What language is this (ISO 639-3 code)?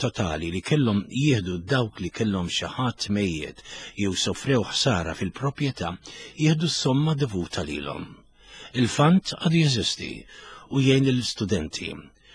mlt